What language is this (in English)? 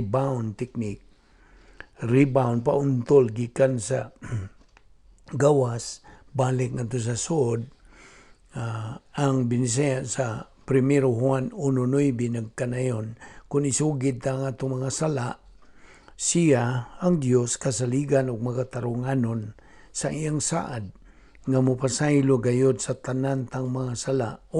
Cebuano